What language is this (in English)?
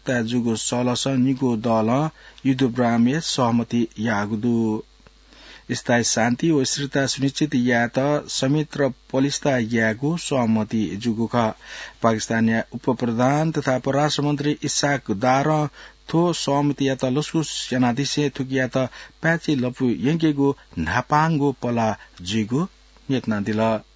Newari